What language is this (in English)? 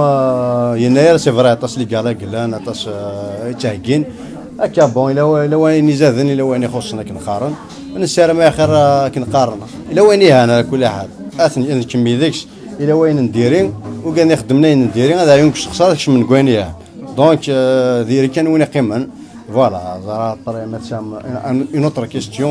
Kabyle